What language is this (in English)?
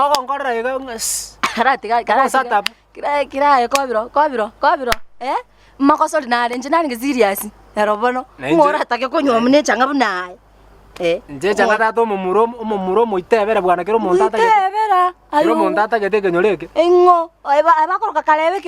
Gusii